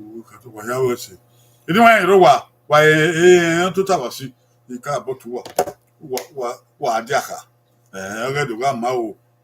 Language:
Bini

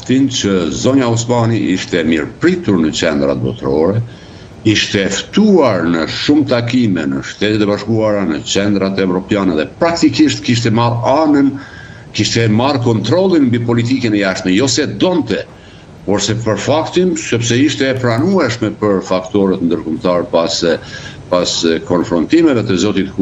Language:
Albanian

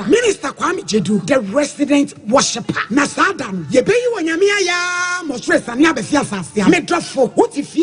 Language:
Akan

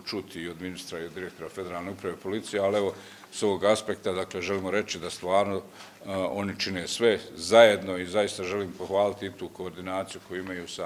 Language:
Bosnian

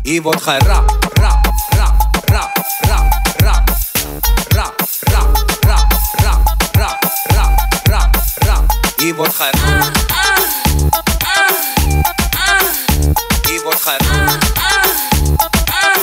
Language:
Dutch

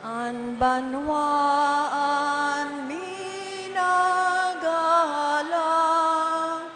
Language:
Bikol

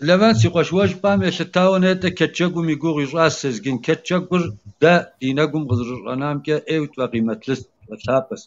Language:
Kabardian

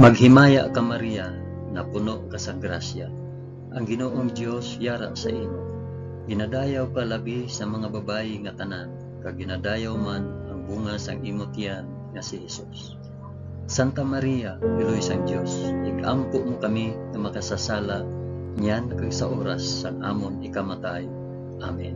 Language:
Hiligaynon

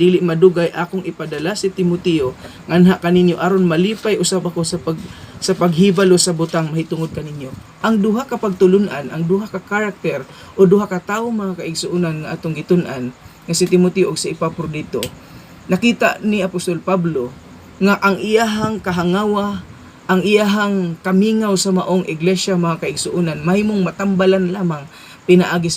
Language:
Cebuano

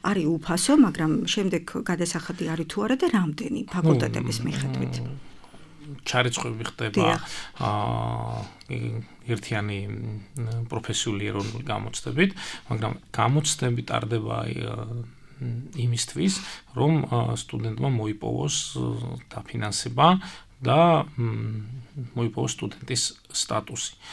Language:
Georgian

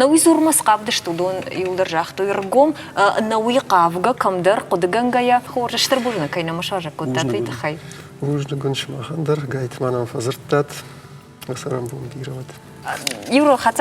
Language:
Ossetic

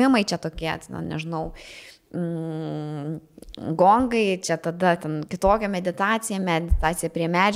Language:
Lithuanian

